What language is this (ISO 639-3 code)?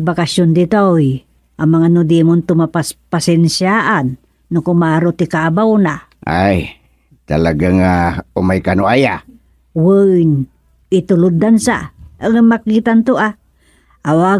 ilo